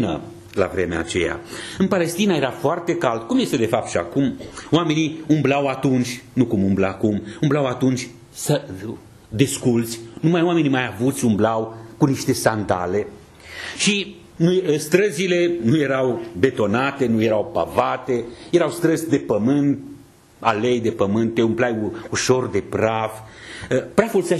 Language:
Romanian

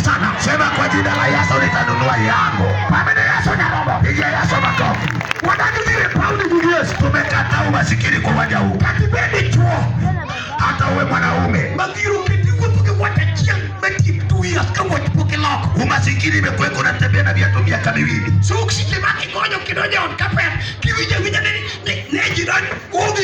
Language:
Luo (Kenya and Tanzania)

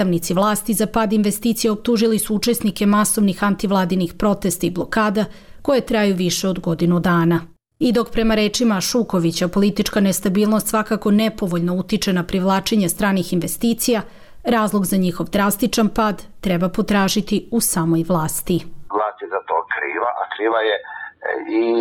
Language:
Serbian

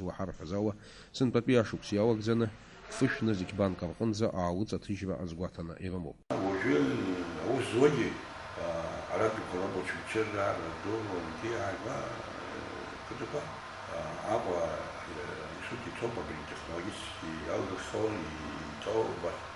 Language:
Abkhazian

